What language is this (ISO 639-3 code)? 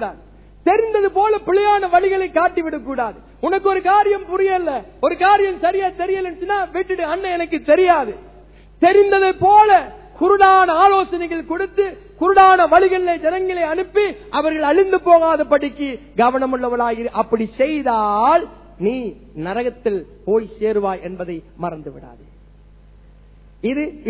tam